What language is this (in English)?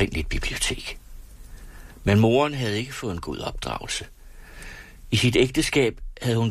Danish